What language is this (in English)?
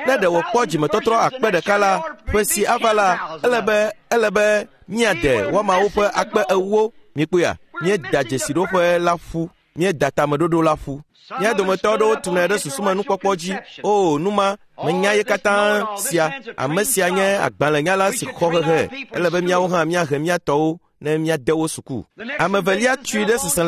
Ewe